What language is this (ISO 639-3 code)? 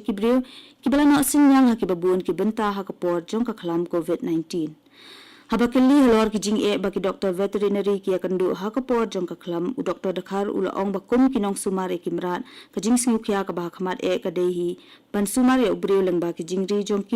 kha